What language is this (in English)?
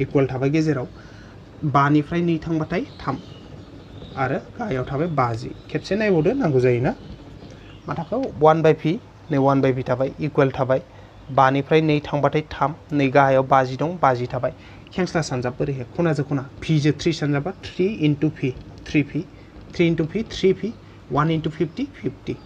Bodo